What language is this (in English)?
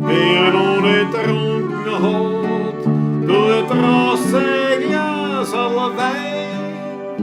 Bavarian